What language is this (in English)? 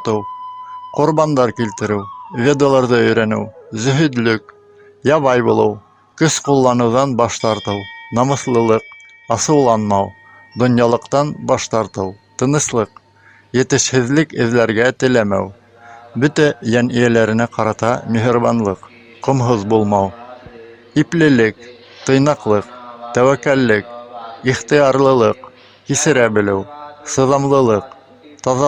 Bashkir